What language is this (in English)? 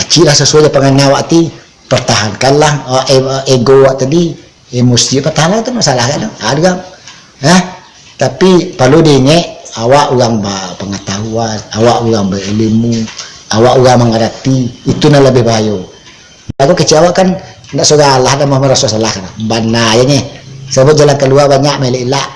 Minangkabau